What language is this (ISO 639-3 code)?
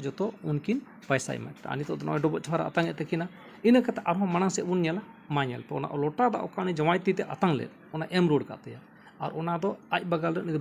sat